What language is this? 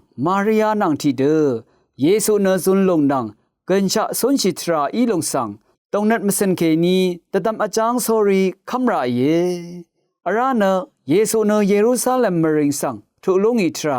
Rawang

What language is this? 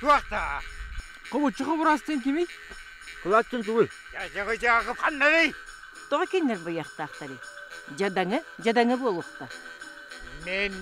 Yakut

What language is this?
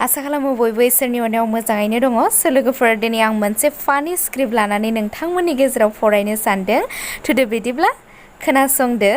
Bodo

